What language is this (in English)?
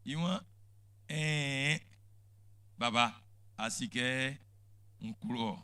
Baoulé